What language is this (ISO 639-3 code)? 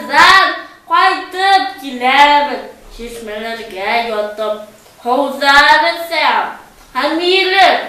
bak